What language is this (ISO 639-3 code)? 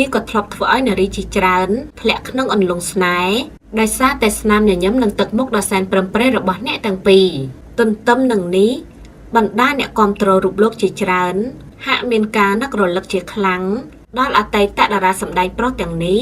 khm